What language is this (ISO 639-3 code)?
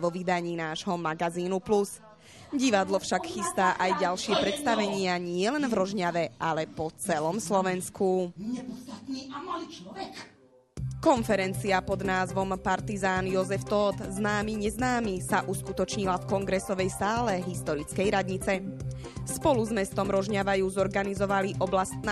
slk